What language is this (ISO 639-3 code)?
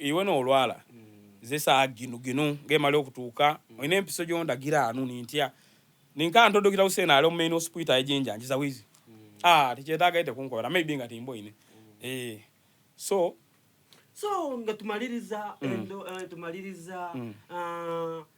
xog